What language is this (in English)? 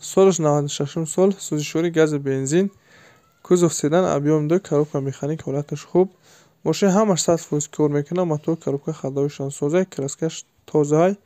Tajik